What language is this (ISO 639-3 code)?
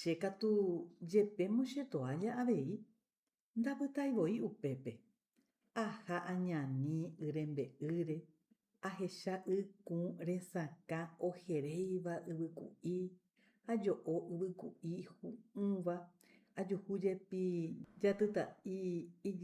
grn